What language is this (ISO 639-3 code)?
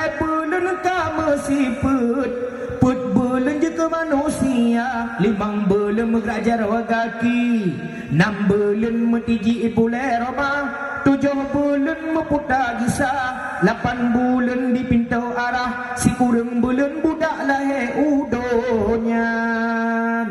ace